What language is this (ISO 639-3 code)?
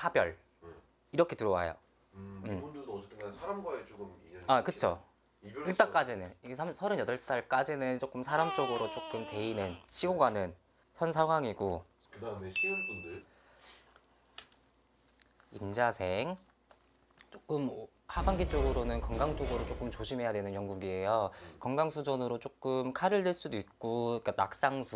kor